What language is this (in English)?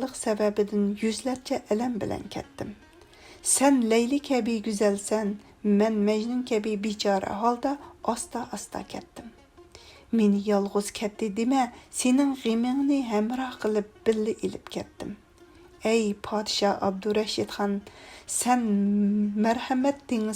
Uyghur